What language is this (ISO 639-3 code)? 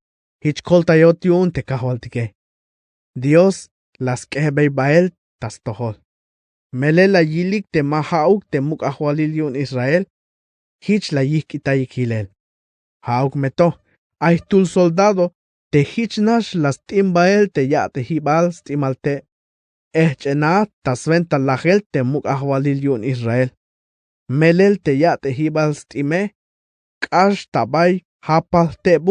tzh